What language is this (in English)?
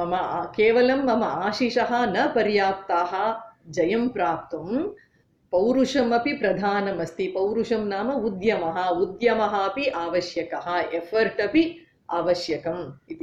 Sanskrit